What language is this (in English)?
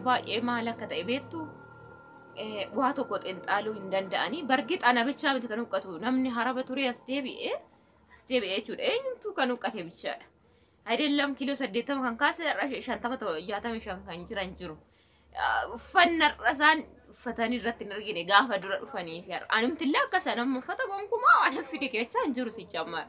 Oromo